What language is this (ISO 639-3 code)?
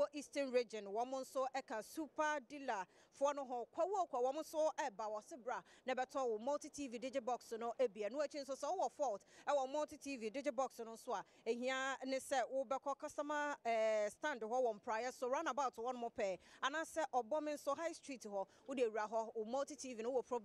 aka